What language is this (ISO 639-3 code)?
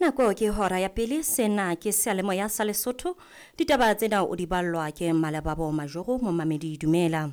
sot